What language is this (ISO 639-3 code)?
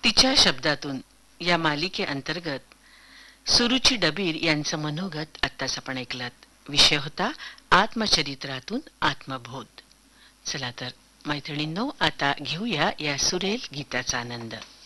mar